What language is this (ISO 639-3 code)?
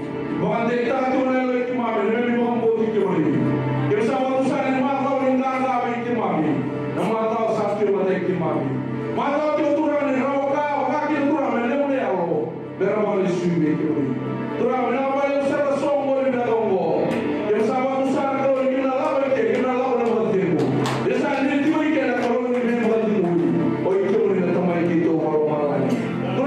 fij